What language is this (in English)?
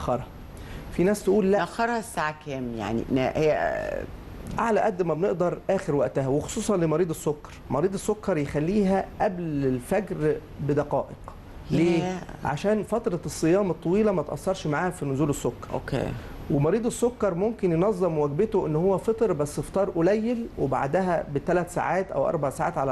Egyptian Arabic